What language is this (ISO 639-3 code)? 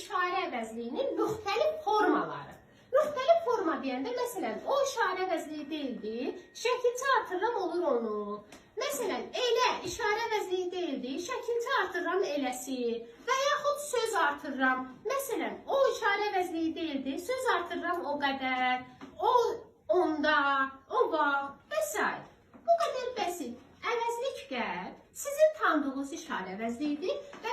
aze